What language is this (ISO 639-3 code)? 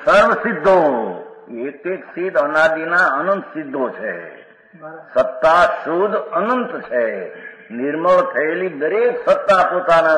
guj